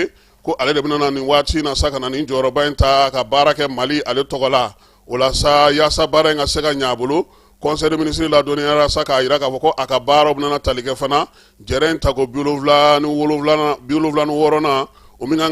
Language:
Bambara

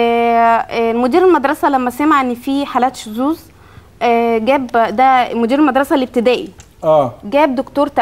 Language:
Egyptian Arabic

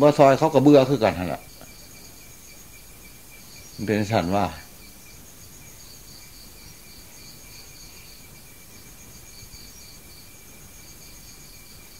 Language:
Thai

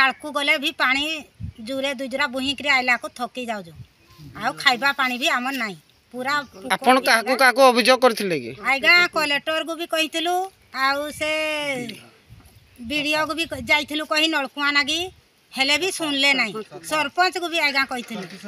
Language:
Odia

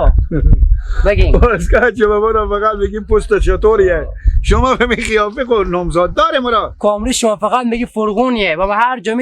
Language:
Hazaragi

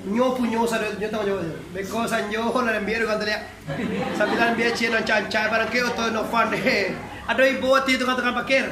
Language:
Minangkabau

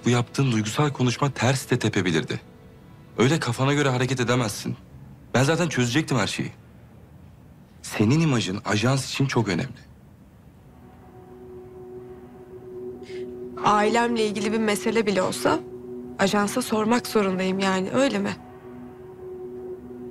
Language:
Turkish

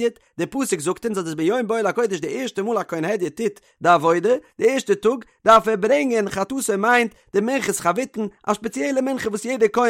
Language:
Yiddish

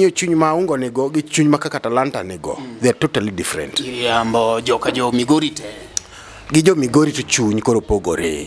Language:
Luo (Kenya and Tanzania)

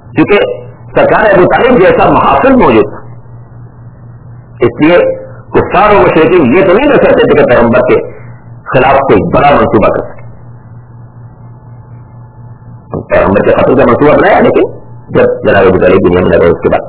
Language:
Urdu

